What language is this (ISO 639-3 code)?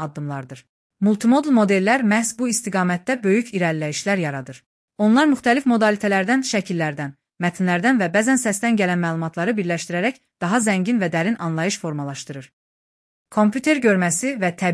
aze